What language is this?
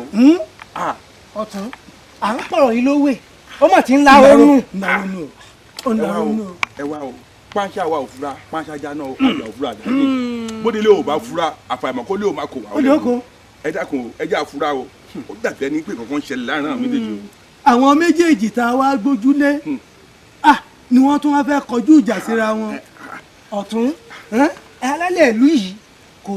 Yoruba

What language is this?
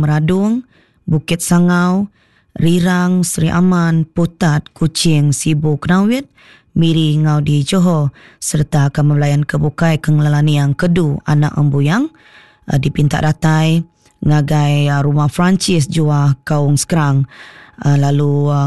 Iban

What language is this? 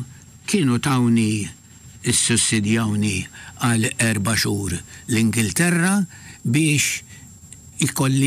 Maltese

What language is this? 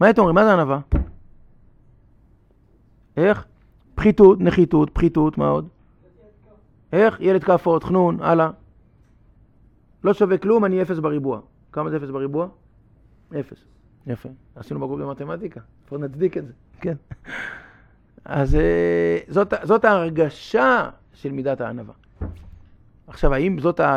Hebrew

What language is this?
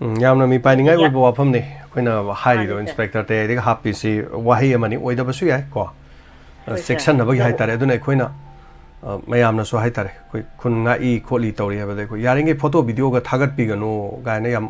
Manipuri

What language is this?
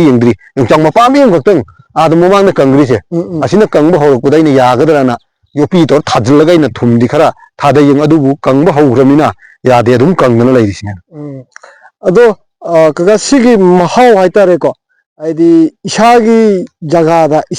Manipuri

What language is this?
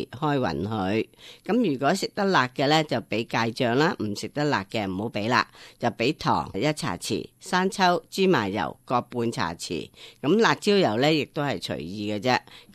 Cantonese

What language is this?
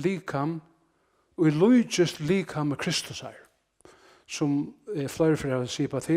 Faroese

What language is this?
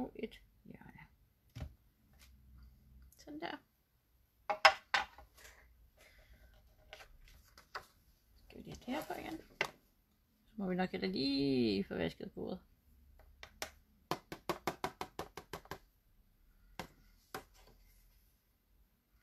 Danish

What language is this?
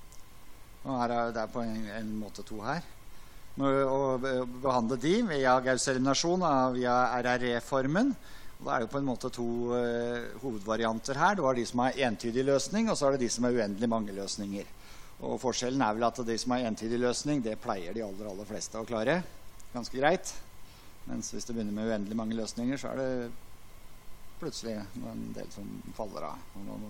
Norwegian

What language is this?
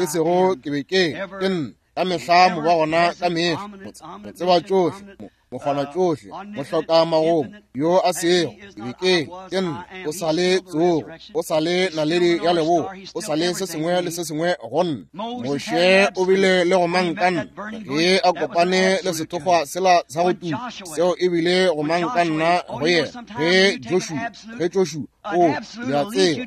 Northern Sotho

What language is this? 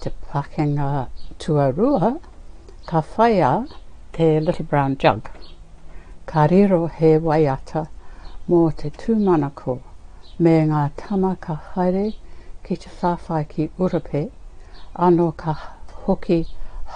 Māori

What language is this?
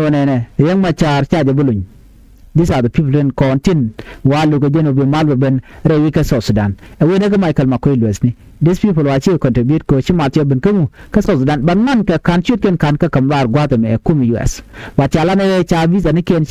Nuer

